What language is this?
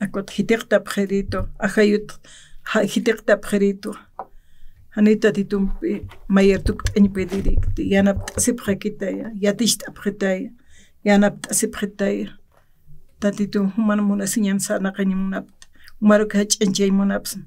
Aymara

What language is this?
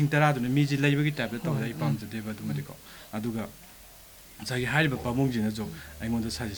Manipuri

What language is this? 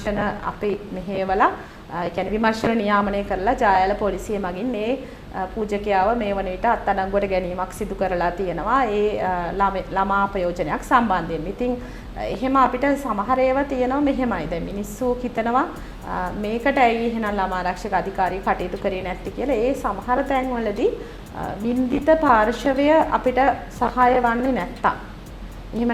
Sinhala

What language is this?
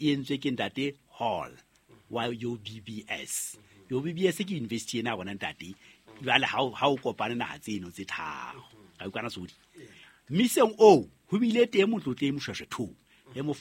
Southern Sotho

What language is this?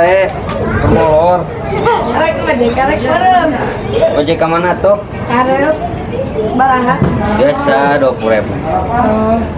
Sundanese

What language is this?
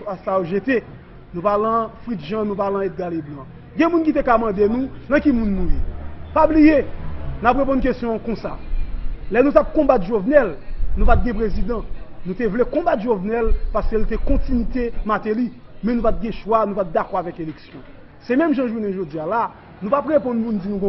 Haitian Creole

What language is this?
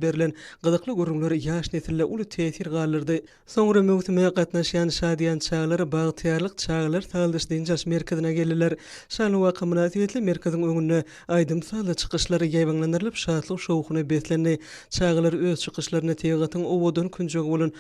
Turkmen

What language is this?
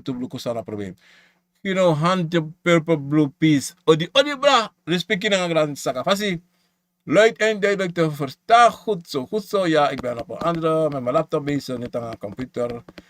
Sranan Tongo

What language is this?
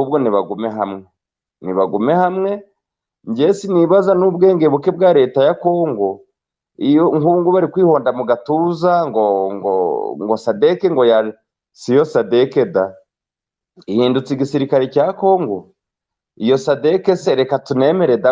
Kinyarwanda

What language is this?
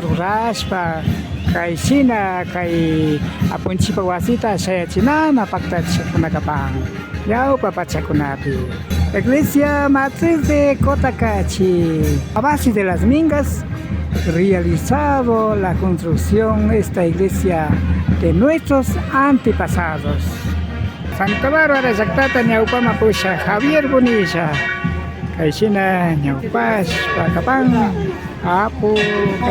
Imbabura Highland Quichua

